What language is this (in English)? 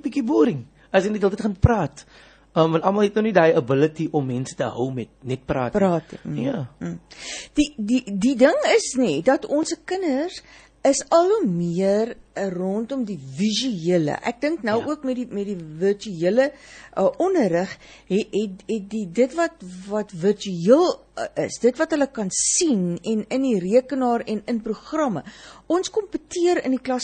Afrikaans